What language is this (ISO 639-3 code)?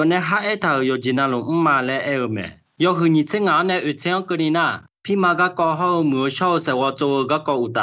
ahk